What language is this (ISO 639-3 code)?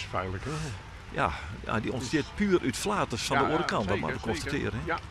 fry